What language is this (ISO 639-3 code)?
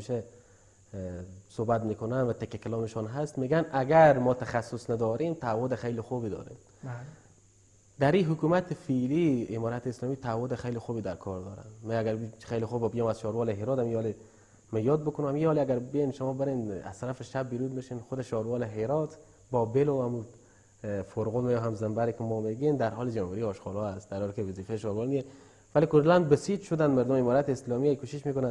fas